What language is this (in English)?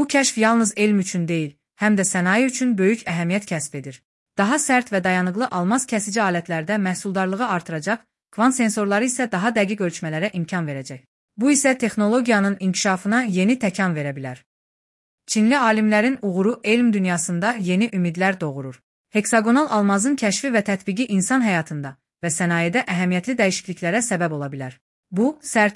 Azerbaijani